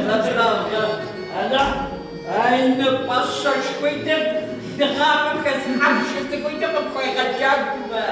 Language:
Kabardian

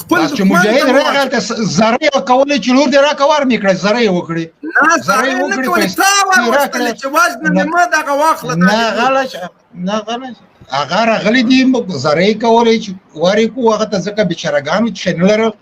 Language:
Pashto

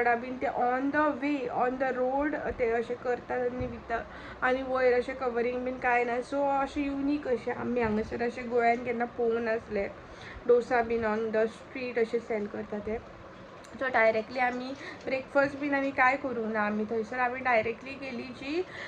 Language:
Konkani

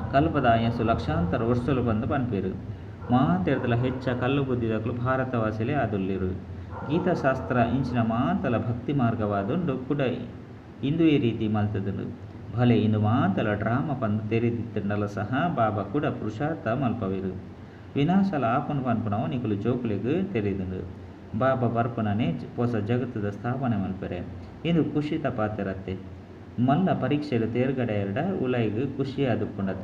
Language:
Tulu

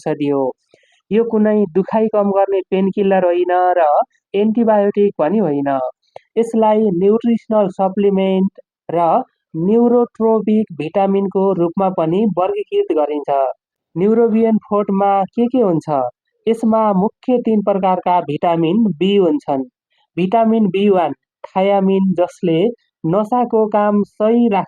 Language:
Nepali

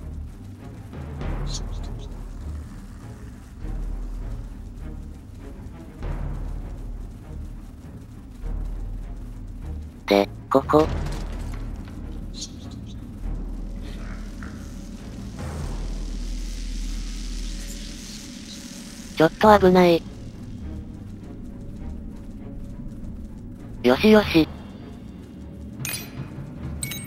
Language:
Japanese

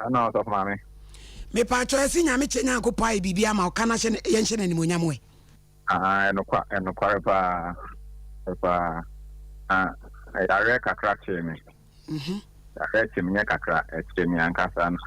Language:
Akan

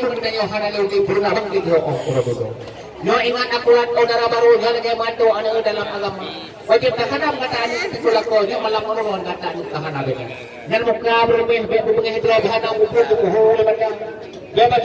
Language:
Achinese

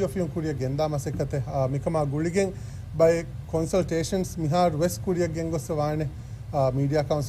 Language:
Divehi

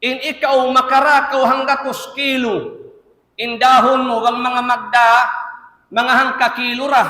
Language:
Tausug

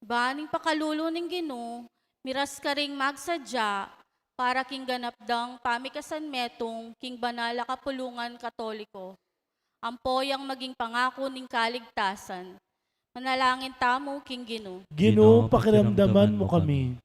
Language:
Pampanga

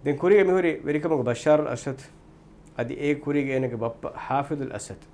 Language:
Divehi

